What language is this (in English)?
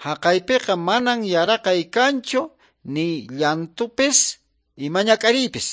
Quechua